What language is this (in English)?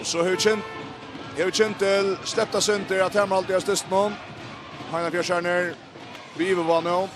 Faroese